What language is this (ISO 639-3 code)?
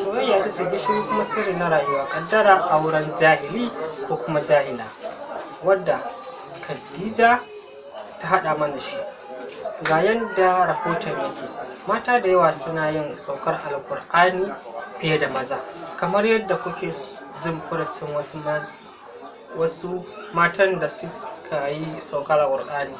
hau